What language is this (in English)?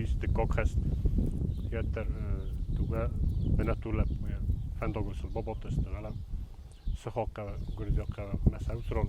Ossetic